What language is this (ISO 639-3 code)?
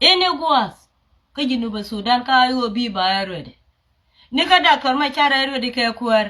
nus